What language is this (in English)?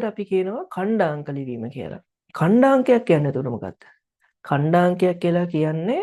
Sinhala